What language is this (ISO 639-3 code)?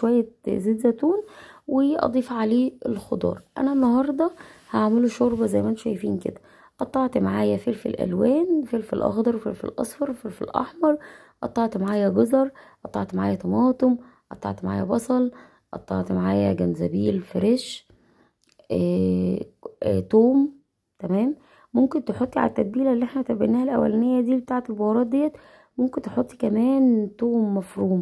arz